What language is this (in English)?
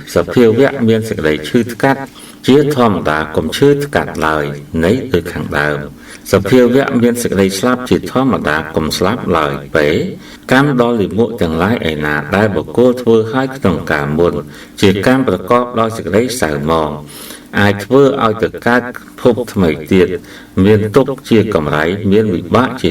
Khmer